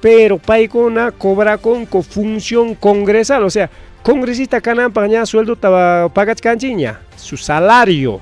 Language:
Ayacucho Quechua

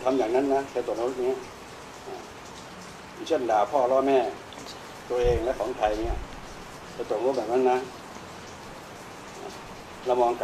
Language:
Thai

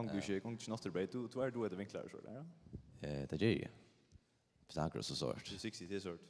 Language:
Faroese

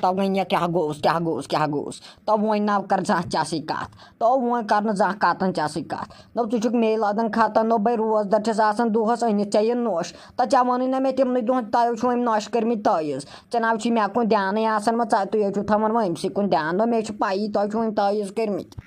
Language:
Kashmiri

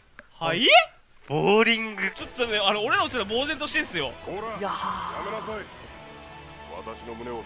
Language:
Japanese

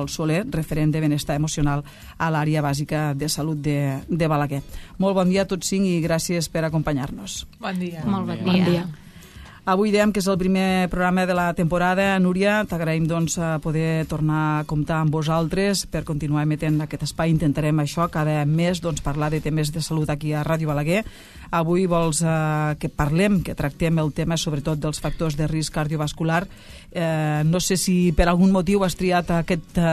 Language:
Catalan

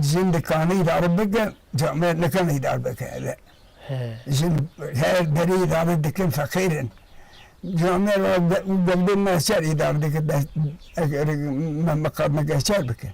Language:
Kurdish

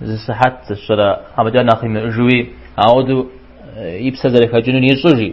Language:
Kabardian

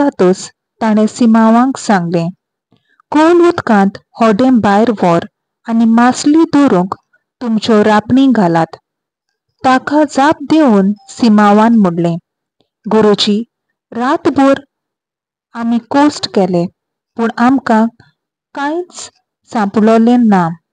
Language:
Konkani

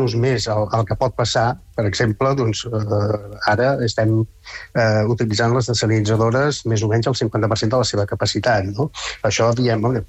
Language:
Catalan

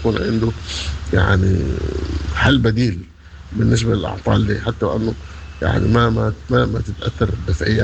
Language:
Sudanese Arabic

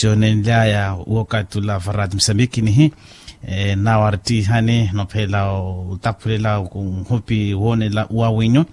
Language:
Makhuwa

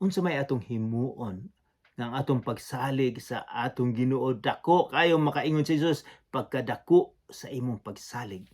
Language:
Cebuano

